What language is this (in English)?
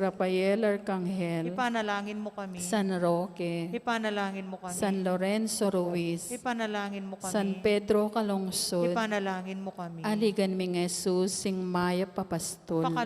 Pampanga